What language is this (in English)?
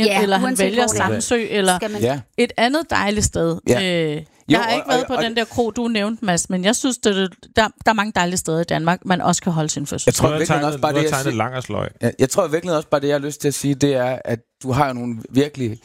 Danish